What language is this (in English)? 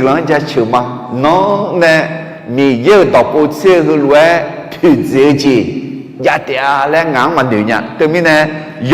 Akha